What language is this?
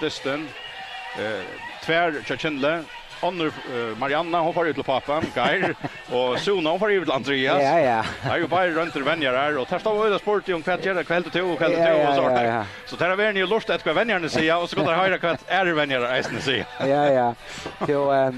Faroese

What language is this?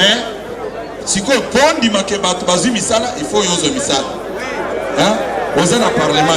Lingala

